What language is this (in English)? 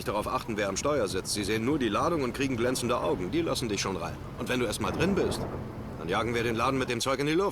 Bavarian